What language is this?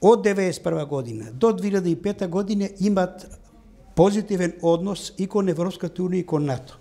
Macedonian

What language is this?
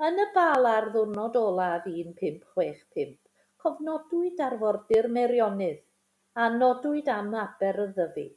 Welsh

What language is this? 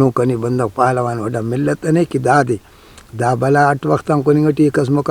Brahui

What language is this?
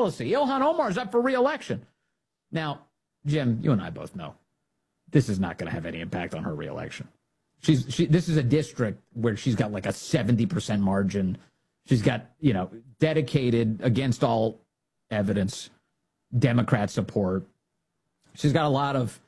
English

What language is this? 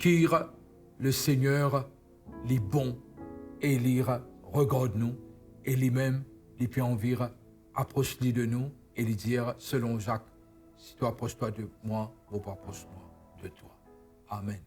Morisyen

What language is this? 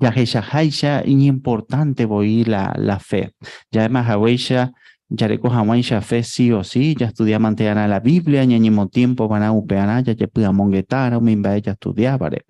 Guarani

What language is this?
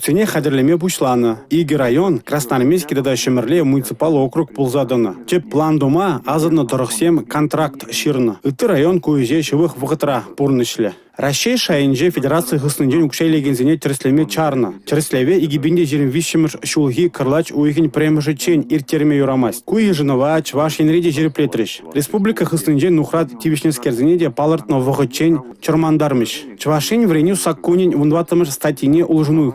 Chuvash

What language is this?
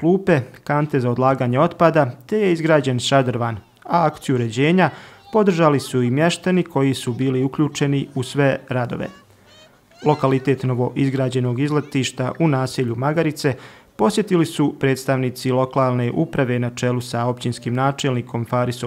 Bosnian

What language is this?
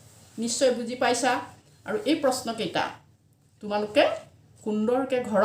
Assamese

